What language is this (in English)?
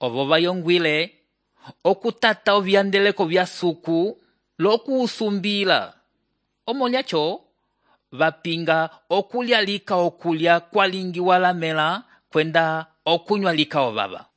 Umbundu